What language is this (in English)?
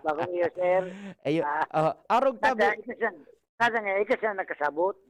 Bikol